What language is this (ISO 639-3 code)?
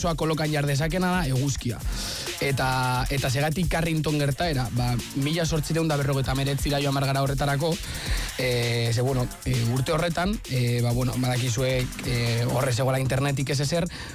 eus